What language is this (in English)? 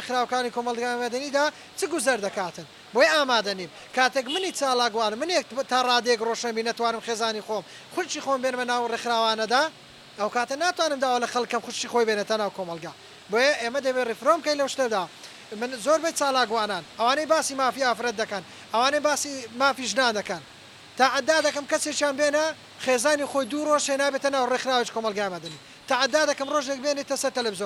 Central Kurdish